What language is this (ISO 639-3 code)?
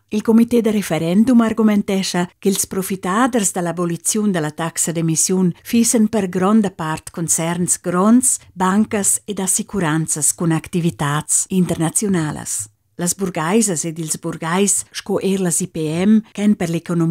roh